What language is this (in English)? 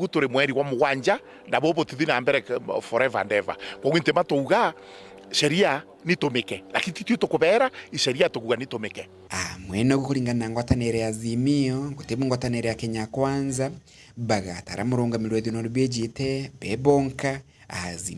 Meru